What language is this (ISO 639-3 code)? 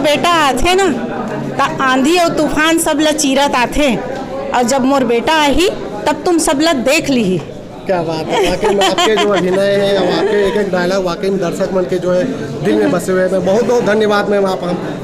hne